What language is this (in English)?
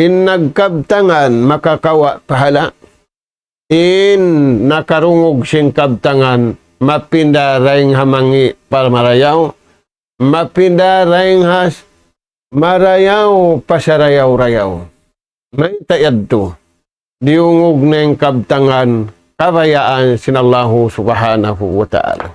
Tausug